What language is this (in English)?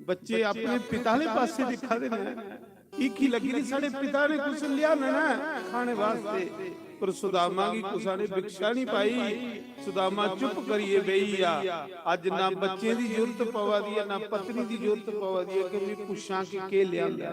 Dogri